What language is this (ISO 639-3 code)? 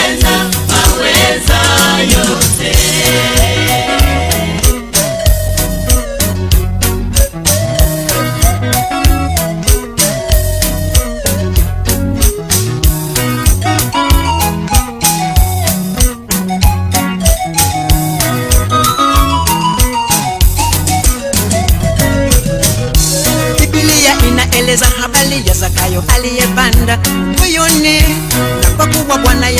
swa